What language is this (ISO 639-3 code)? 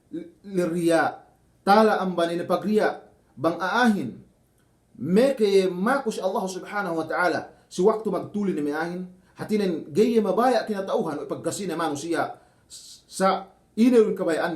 yka